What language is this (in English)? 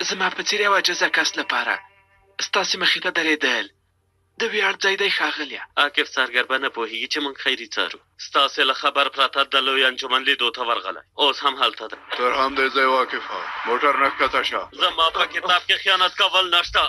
Pashto